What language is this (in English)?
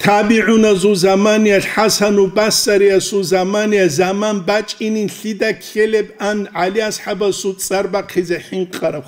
Avaric